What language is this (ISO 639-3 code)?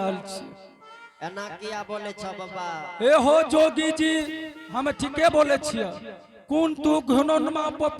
anp